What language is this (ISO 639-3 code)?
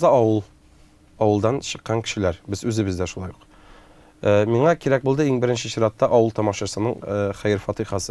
tat